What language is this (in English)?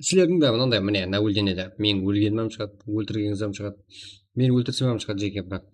Kara-Kalpak